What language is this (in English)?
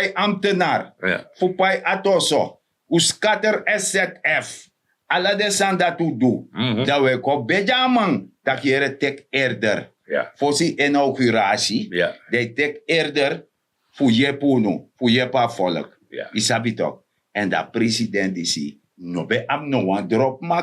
Sranan Tongo